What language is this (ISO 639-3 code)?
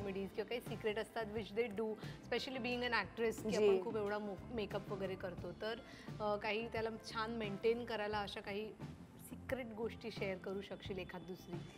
mar